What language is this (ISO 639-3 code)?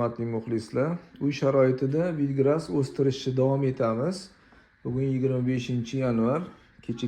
uzb